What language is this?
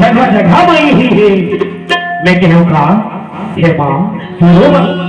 Chhattisgarhi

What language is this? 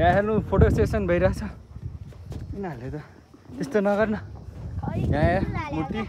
Nepali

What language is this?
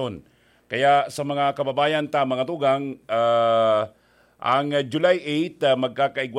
Bikol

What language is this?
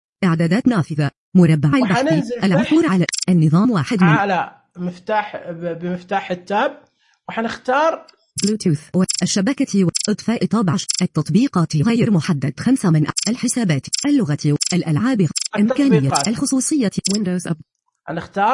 Najdi Arabic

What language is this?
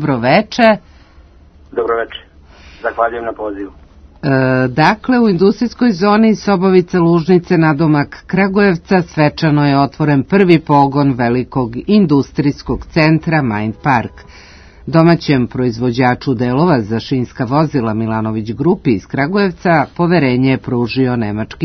Serbian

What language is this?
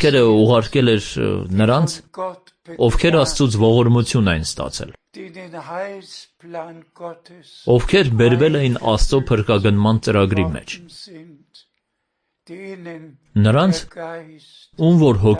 Armenian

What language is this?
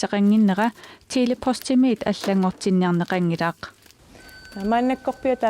Kalaallisut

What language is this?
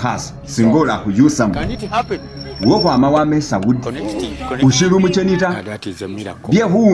Masaaba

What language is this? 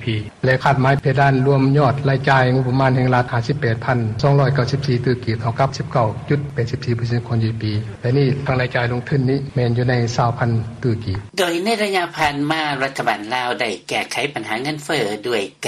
Lao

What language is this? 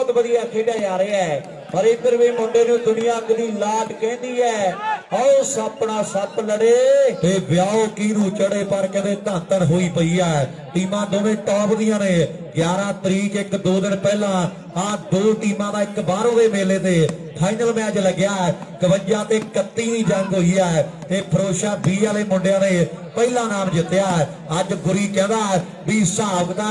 Punjabi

